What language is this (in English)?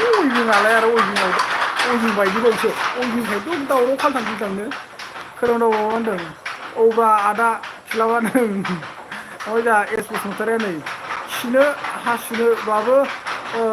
Bodo